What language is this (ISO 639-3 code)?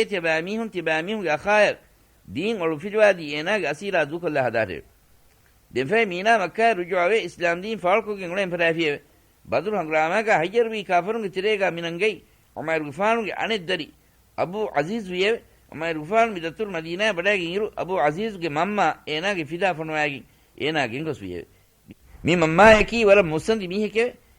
div